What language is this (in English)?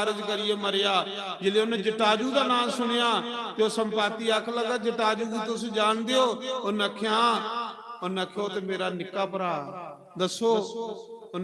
Dogri